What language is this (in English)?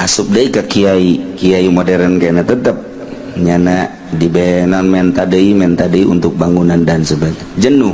Sundanese